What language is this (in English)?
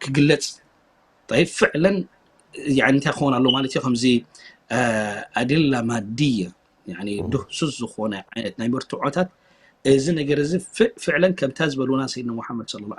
Tigrinya